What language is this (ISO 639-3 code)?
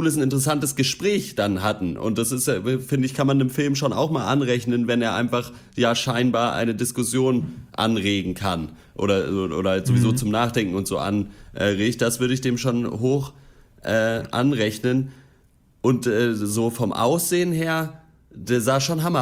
deu